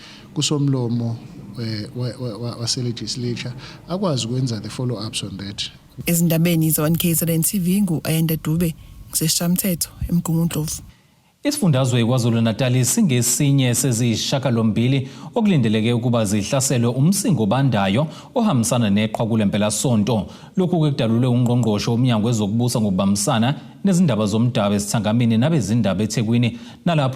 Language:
Zulu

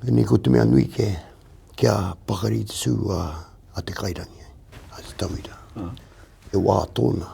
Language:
Māori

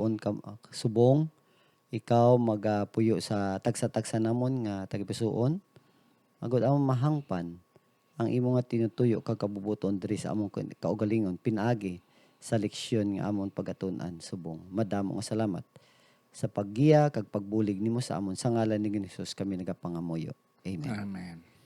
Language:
Hiligaynon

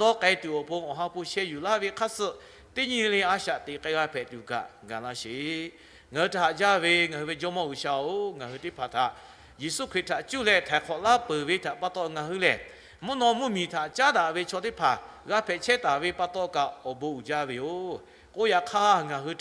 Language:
Lahu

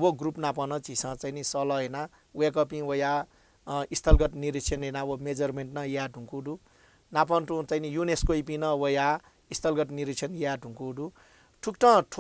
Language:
Newari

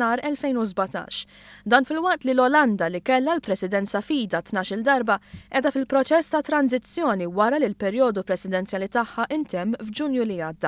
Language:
Maltese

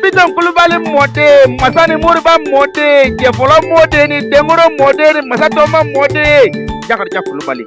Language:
Bambara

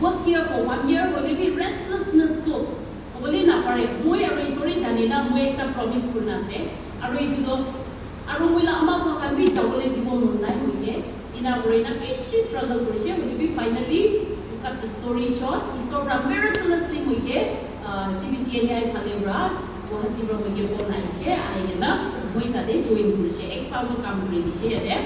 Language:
Naga Pidgin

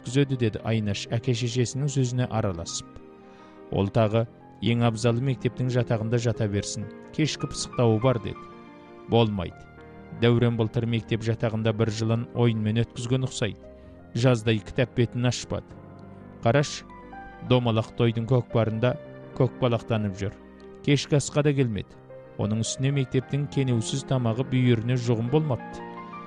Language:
Kazakh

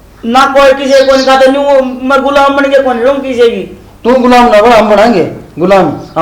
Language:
Haryanvi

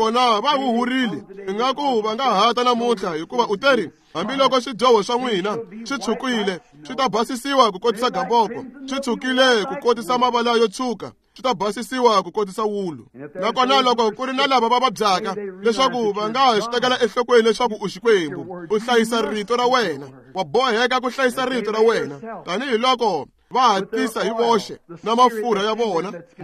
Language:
Tsonga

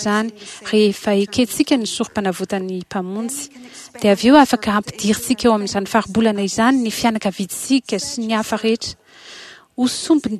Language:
Malagasy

